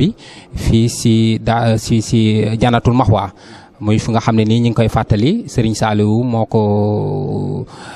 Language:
Wolof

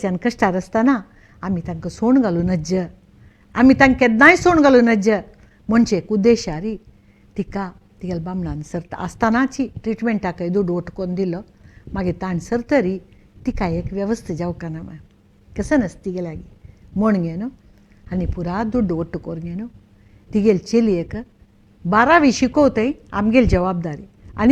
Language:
Konkani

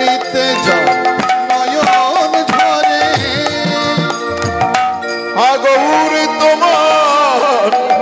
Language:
Bangla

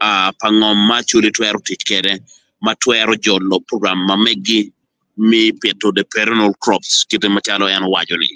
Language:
Acoli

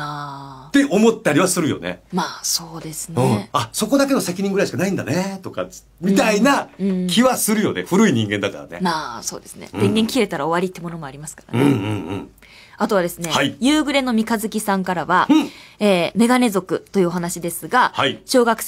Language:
Japanese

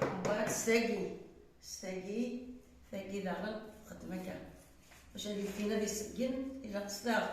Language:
Kabyle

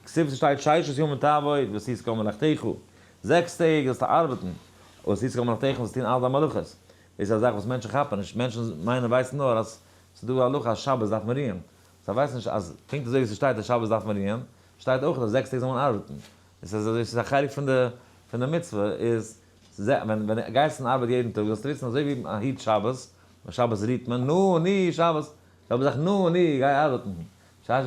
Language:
Yiddish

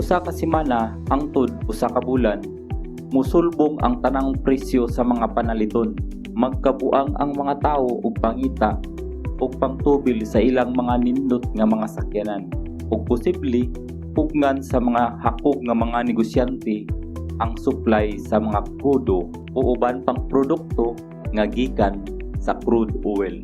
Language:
Cebuano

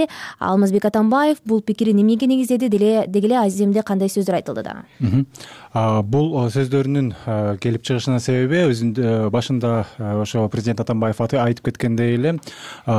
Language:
Kyrgyz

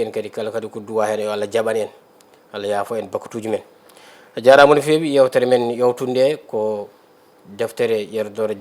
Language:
Fula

